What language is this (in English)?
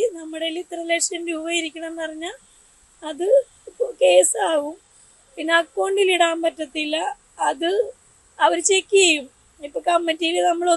Malayalam